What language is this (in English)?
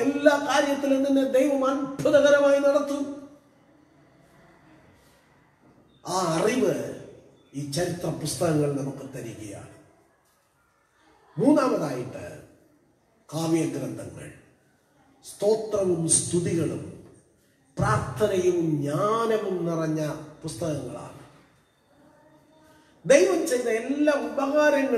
Malayalam